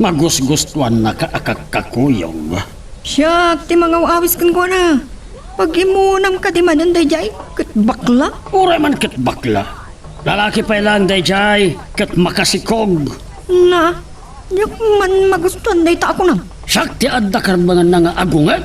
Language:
Iloko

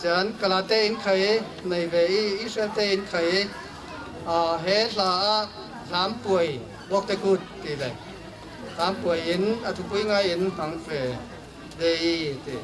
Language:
Falam Chin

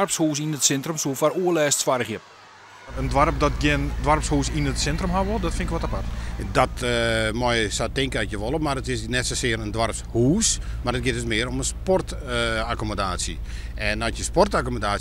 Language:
Western Frisian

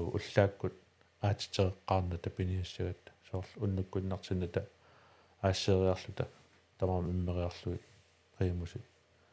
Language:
Kalaallisut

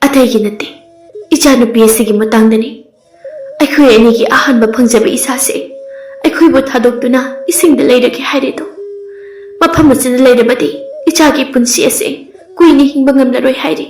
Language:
Manipuri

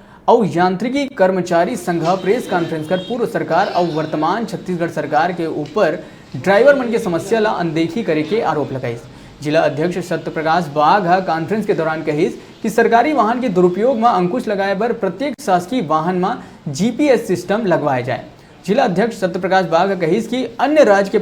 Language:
Chhattisgarhi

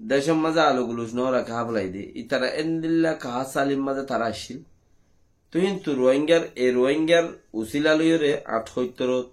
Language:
Rohingya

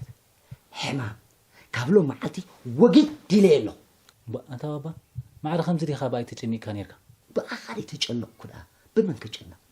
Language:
Tigrinya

